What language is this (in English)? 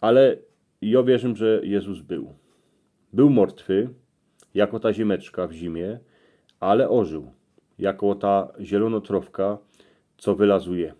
Silesian